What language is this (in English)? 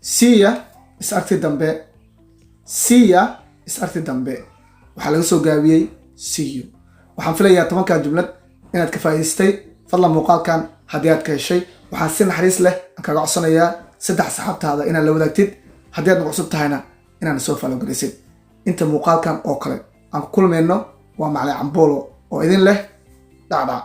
Somali